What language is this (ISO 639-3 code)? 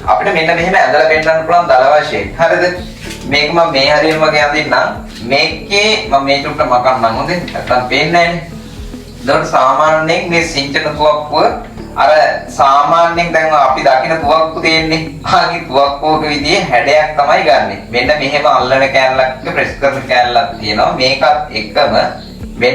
sin